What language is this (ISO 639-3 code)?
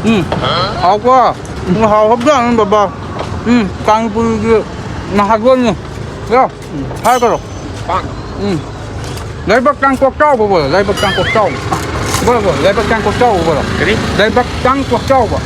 mni